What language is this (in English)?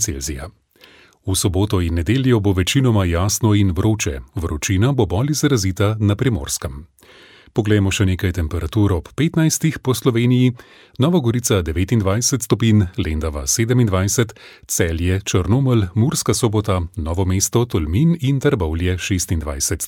Slovenian